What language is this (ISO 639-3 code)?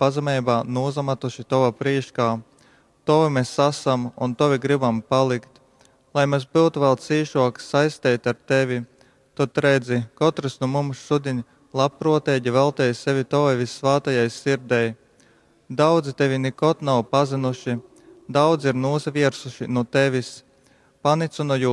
ltg